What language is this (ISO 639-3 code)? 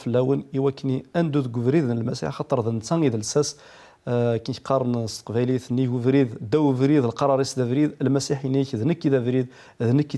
kab